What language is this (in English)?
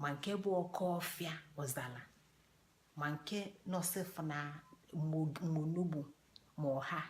Igbo